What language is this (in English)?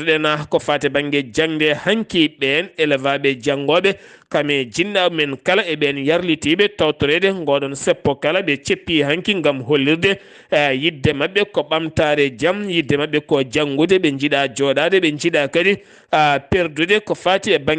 Fula